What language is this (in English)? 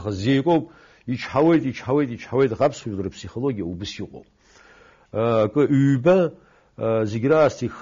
Abkhazian